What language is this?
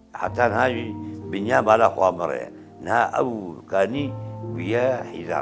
Kurdish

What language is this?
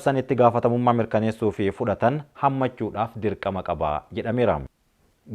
Oromo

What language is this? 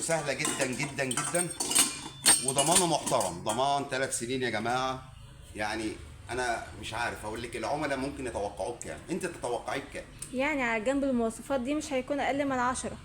Egyptian Arabic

